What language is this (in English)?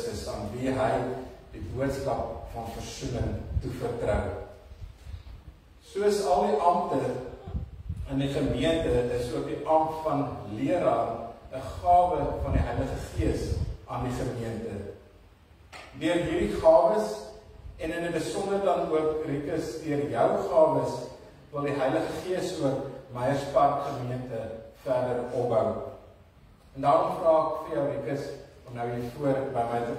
Afrikaans